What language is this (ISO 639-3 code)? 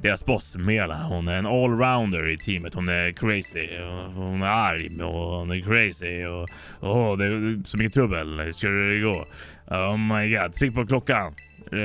swe